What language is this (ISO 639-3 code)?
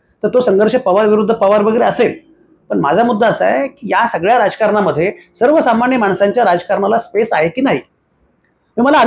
mar